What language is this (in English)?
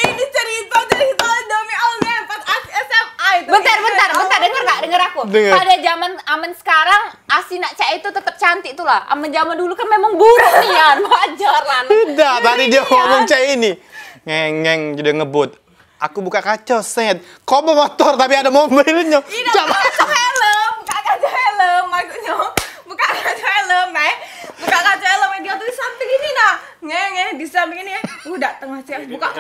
Musi